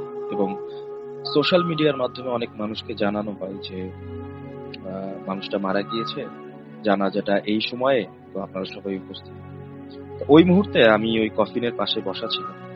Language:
Bangla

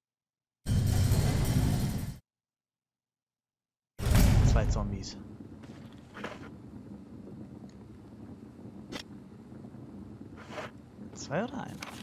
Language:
German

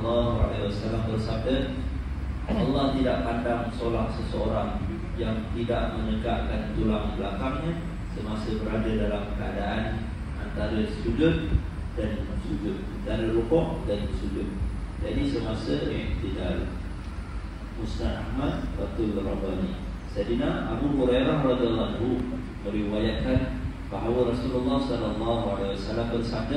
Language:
Malay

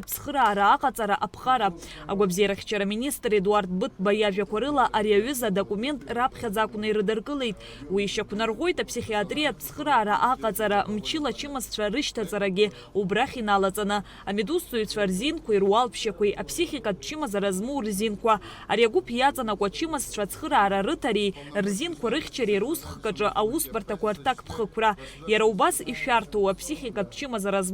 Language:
Abkhazian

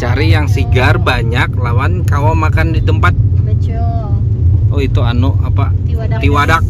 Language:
Banjar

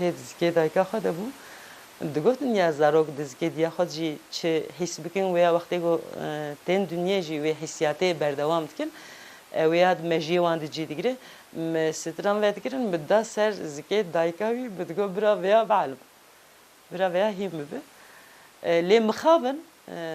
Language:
Kurdish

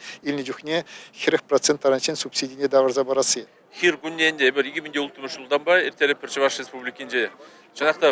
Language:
Chuvash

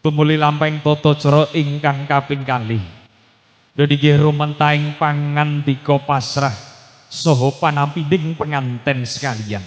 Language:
Javanese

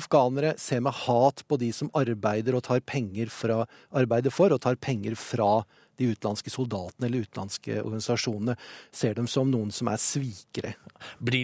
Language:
Norwegian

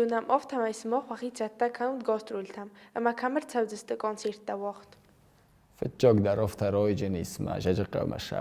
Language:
Ossetic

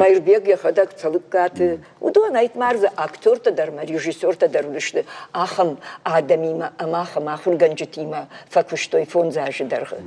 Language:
Ossetic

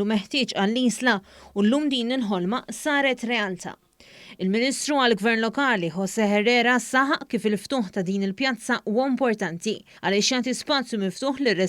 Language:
Maltese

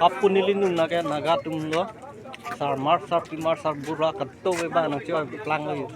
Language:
Karbi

